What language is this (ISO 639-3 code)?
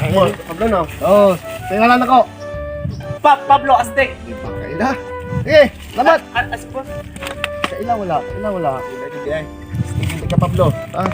ceb